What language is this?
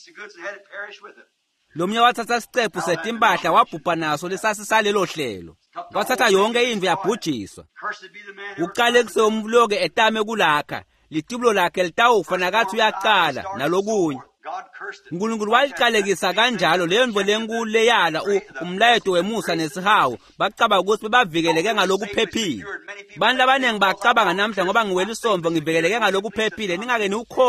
Swati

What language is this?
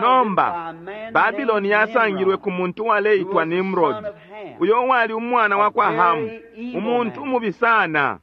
Bemba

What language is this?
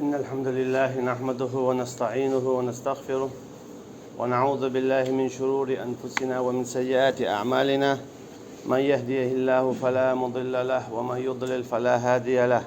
Chechen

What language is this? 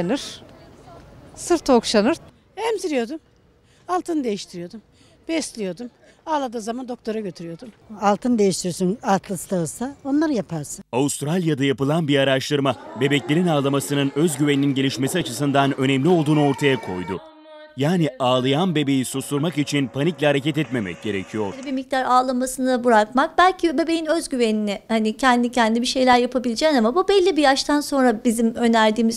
Turkish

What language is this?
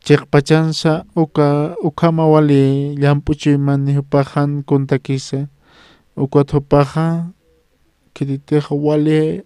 Aymara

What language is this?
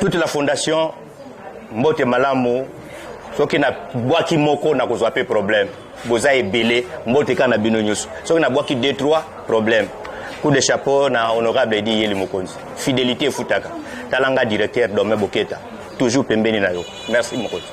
Lingala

